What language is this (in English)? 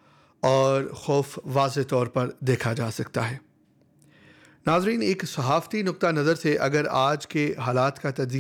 Urdu